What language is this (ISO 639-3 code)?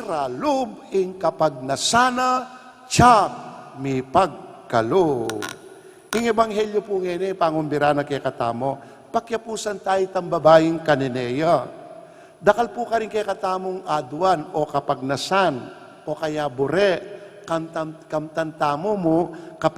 pam